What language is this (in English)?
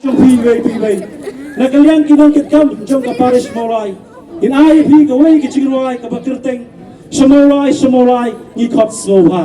Khasi